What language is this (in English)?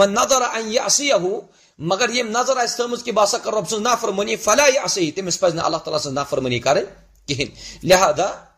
Kashmiri